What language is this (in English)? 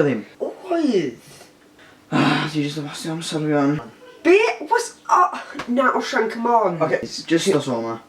Welsh